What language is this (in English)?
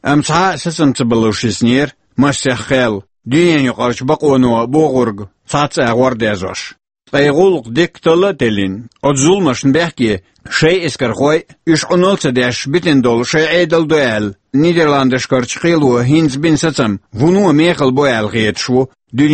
Chechen